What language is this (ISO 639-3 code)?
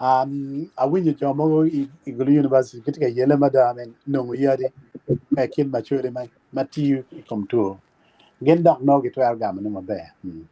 ach